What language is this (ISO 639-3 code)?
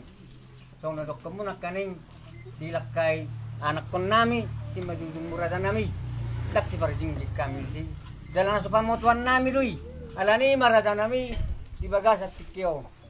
bbc